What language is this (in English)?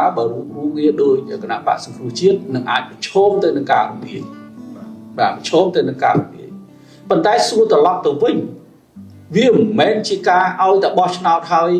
Khmer